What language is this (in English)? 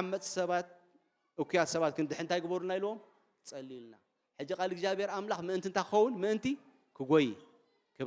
Tigrinya